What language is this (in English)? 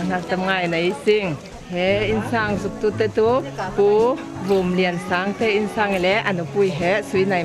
Falam Chin